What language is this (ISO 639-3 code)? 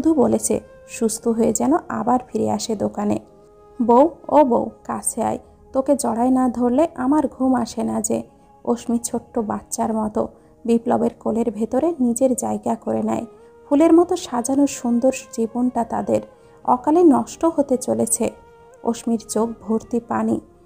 ben